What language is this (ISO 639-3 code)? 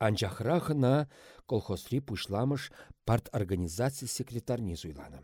chv